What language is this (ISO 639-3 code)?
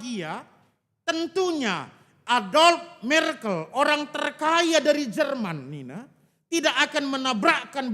btx